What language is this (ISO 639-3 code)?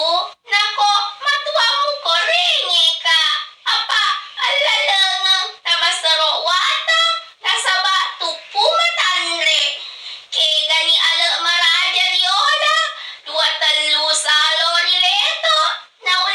bug